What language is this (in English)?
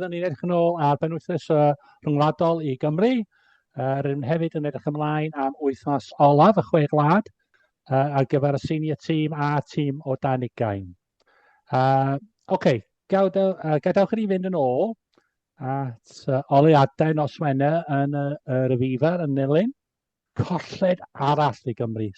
Welsh